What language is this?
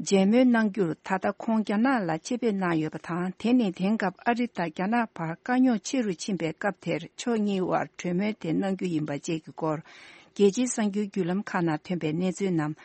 Tibetan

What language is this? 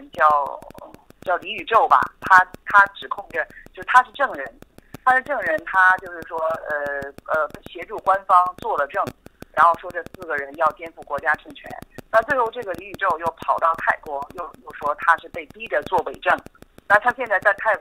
Chinese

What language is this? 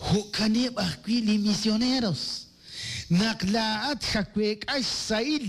Kekchí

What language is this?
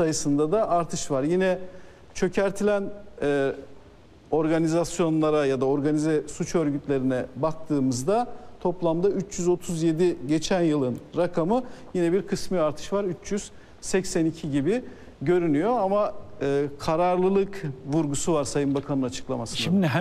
Turkish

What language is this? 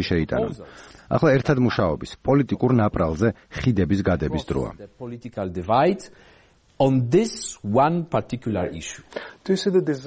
Georgian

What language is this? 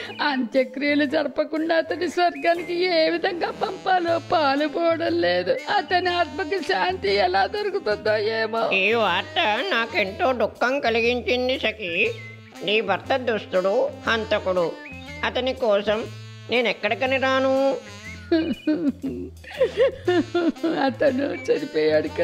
Telugu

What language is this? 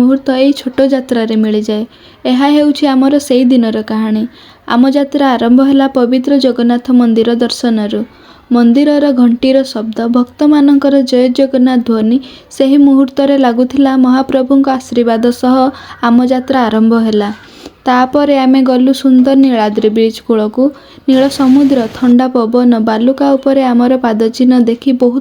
Odia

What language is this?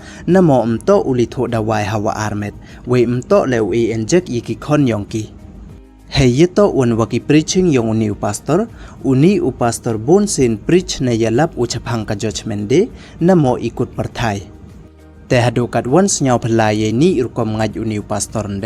Pnar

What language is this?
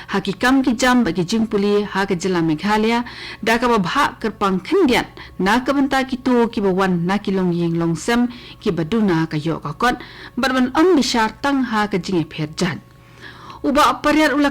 Khasi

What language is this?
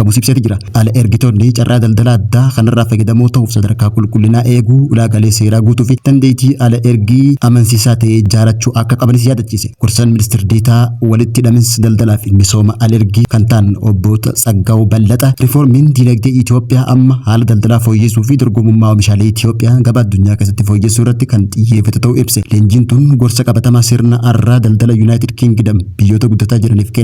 Oromo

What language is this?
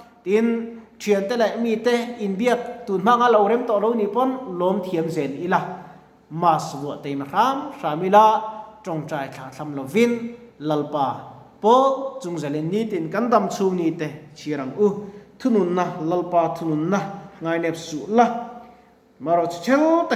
Mizo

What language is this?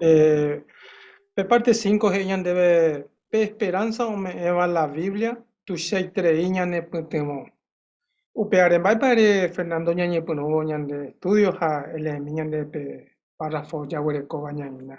Guarani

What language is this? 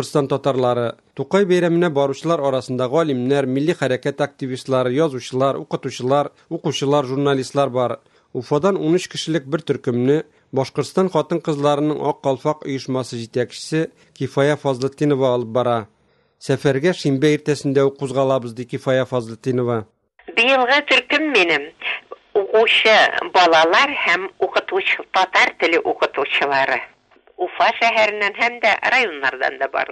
Tatar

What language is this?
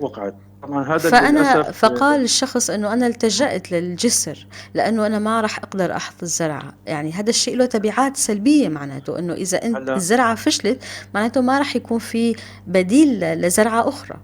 North Levantine Arabic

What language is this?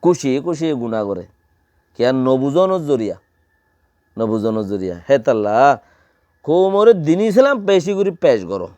Rohingya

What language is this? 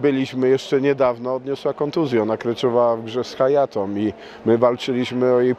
Polish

